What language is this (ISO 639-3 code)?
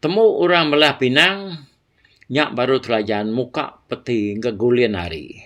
iba